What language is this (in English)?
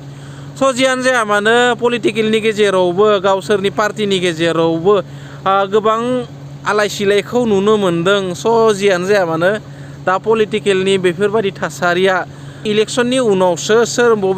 Bodo